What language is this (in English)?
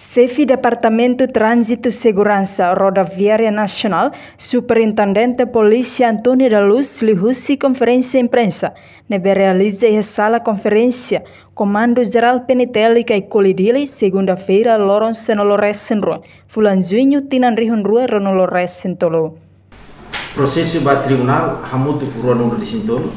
Tetum